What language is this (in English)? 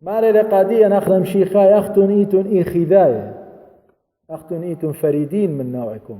Assyrian Neo-Aramaic